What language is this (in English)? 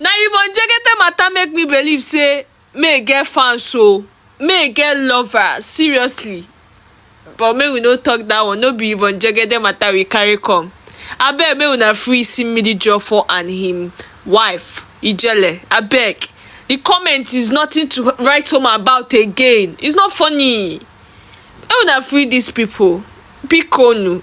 Nigerian Pidgin